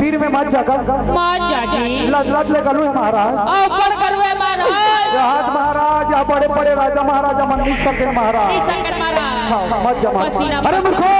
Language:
Chhattisgarhi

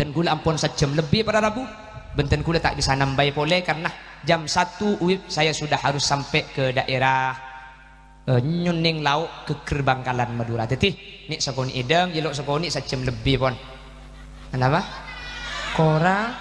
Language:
Madurese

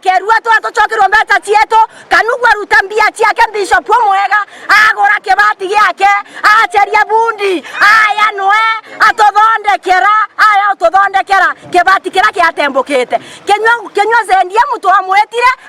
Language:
Meru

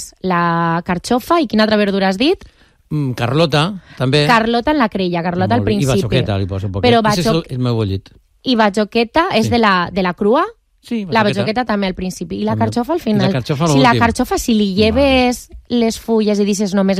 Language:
Catalan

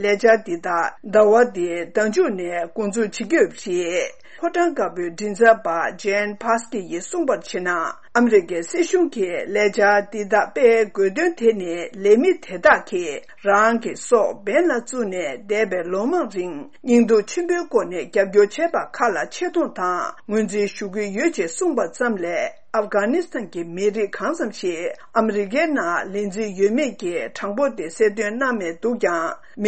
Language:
Tibetan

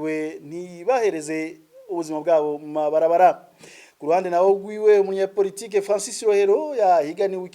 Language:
Rundi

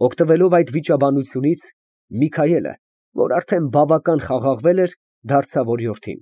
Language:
Armenian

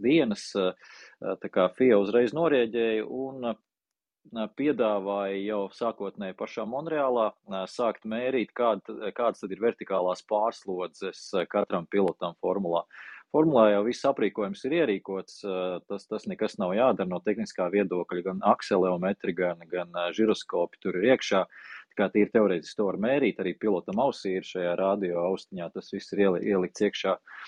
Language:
Latvian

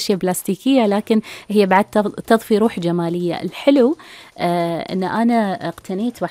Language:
Gulf Arabic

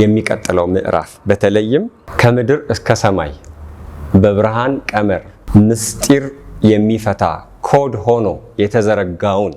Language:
Amharic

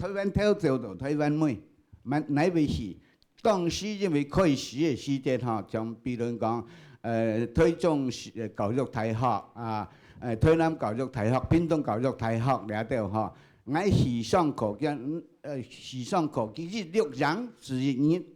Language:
Hakka Chinese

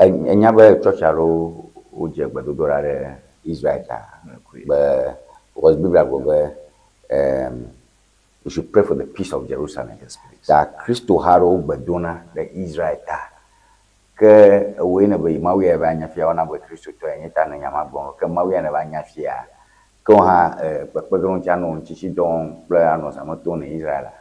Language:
Ewe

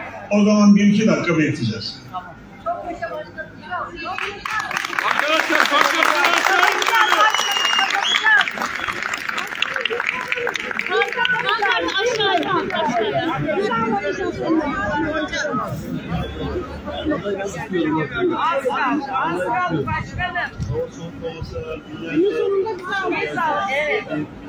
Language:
Turkish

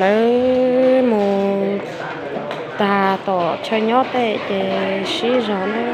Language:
Hmong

